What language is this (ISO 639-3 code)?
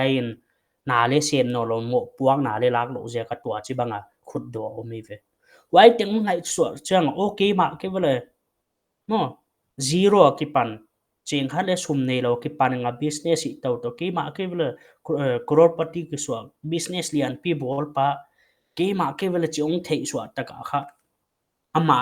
pck